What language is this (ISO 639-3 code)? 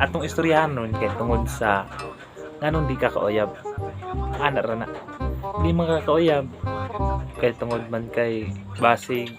ceb